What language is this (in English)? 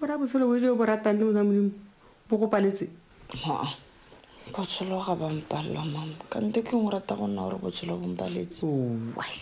Tswana